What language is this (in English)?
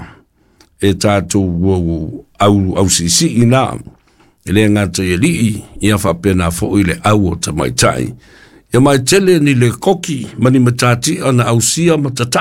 Samoan